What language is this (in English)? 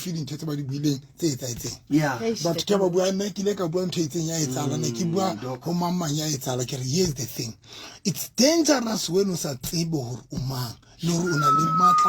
Southern Sotho